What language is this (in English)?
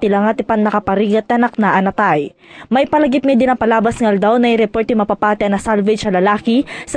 Iloko